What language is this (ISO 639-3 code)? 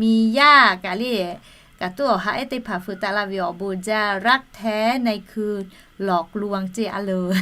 lhu